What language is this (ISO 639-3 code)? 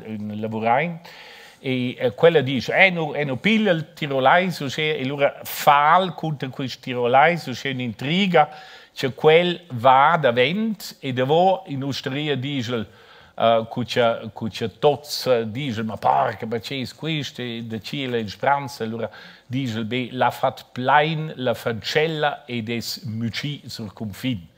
roh